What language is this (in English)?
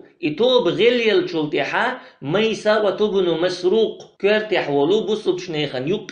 Chechen